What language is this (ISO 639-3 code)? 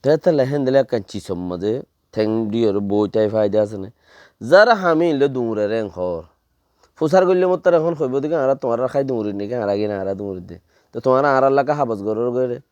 rhg